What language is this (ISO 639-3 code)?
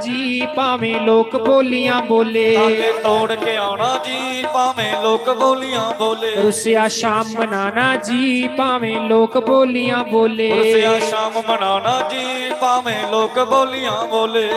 doi